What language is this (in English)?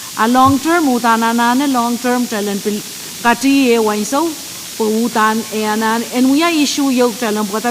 Pohnpeian